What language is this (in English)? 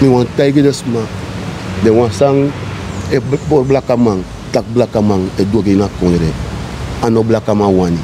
Sranan Tongo